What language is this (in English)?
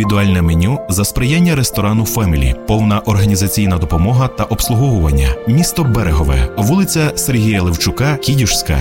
Ukrainian